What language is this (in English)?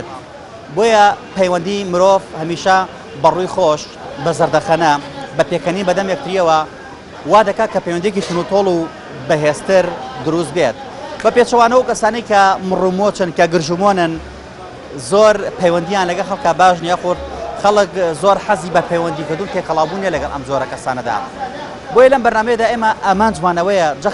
Central Kurdish